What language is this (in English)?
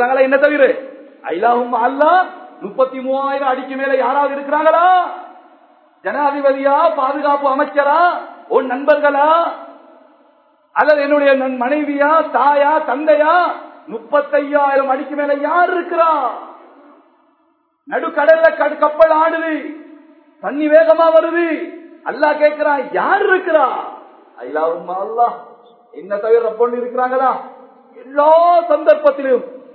Tamil